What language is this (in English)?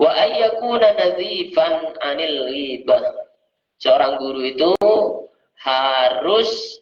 Madurese